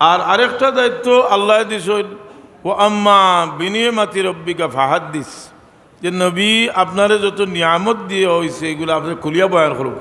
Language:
Sylheti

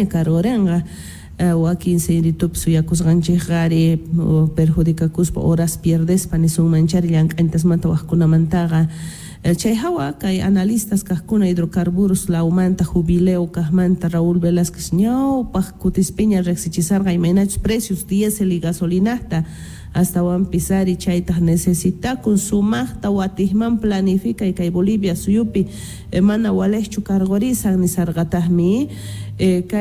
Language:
Quechua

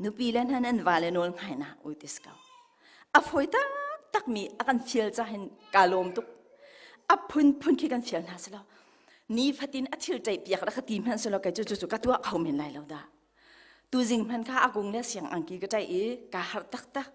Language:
Hakha Chin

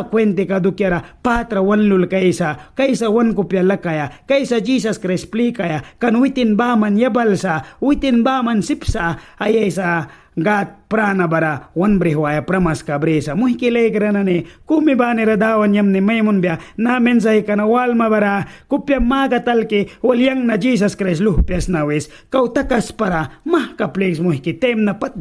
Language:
Mískito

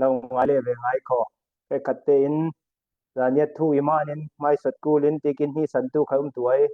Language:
Falam Chin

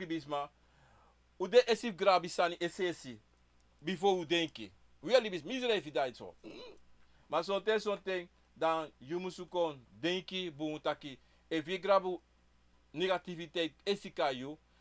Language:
Sranan Tongo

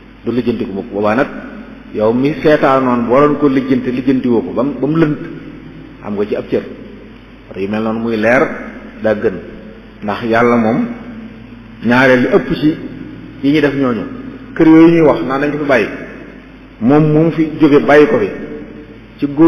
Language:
Wolof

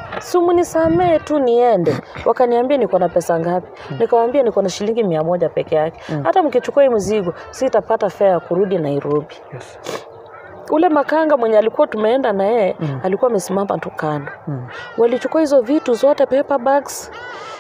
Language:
Swahili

